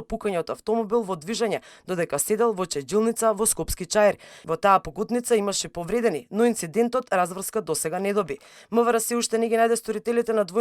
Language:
Macedonian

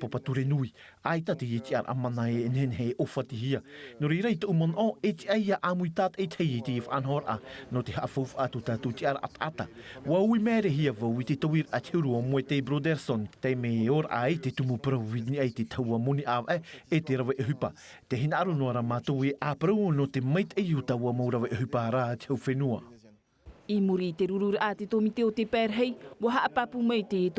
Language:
Tahitian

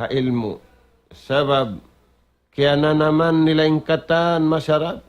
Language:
Tausug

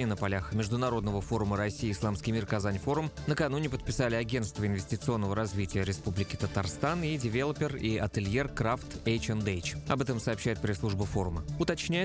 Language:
Russian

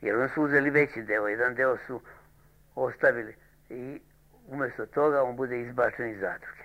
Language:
Serbian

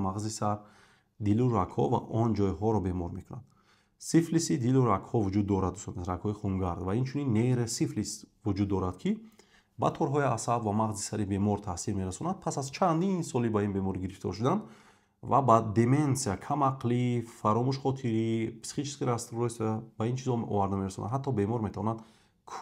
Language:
Tajik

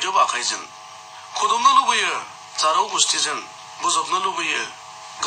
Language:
Bodo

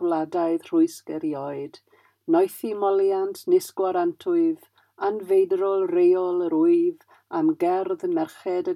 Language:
Welsh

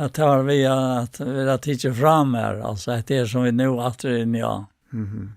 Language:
Faroese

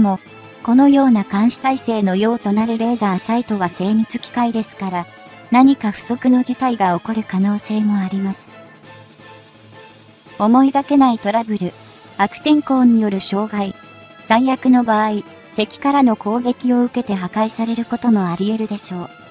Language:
Japanese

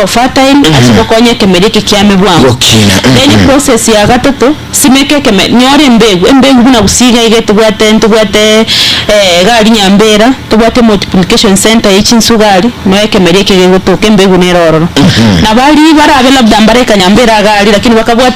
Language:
Gusii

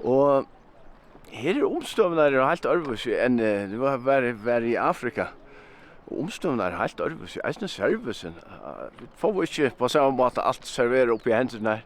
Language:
Faroese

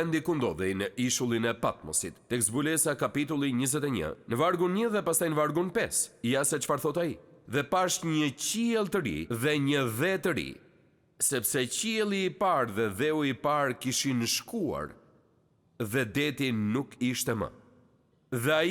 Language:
Albanian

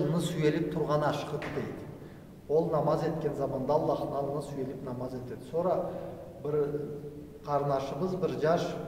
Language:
Karachay-Balkar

